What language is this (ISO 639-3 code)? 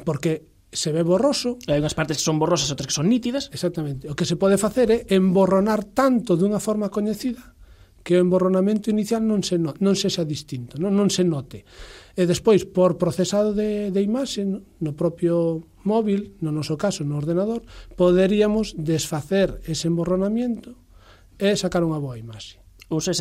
glg